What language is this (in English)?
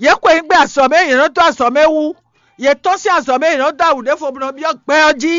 Fon